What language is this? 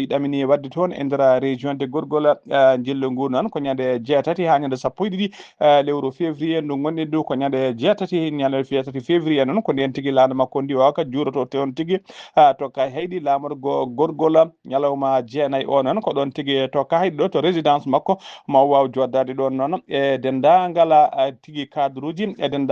Fula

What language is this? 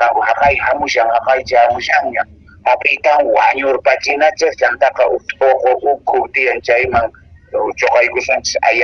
Quechua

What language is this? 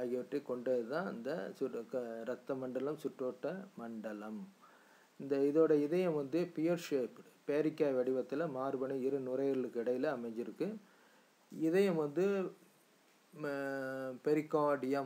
Tamil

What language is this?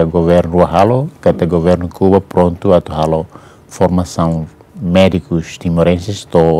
Tetum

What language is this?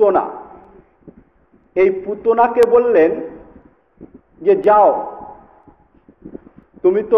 Bangla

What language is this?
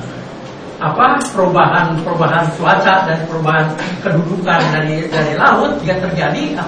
Indonesian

